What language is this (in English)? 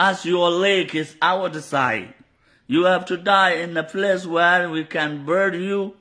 Nuer